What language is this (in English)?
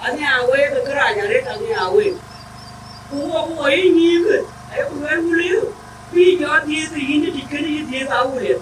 Dinka